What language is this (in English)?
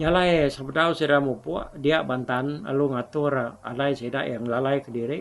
Iban